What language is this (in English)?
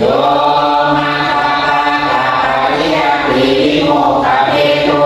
Pali